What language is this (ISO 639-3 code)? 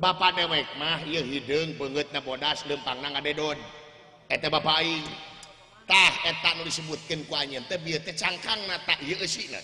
sun